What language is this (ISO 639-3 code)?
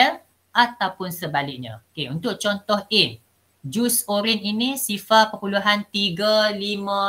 msa